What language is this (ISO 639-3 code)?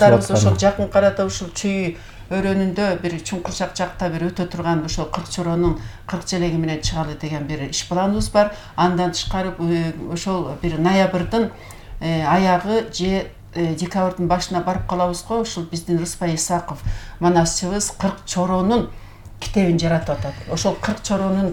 kir